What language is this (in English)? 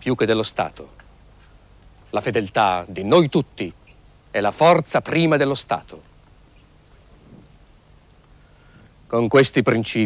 Italian